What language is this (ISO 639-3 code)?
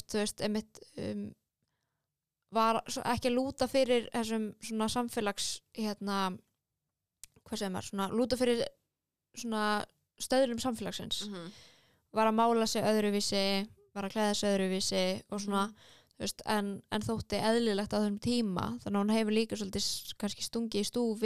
isl